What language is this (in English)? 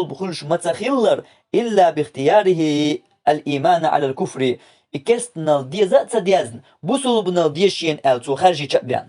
Chechen